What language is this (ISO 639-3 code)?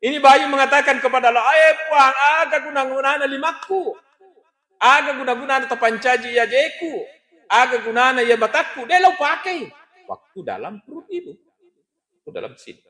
bug